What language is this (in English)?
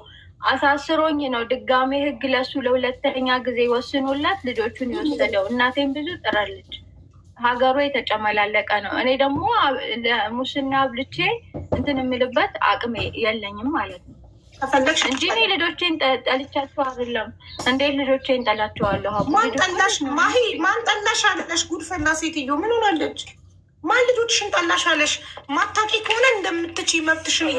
Amharic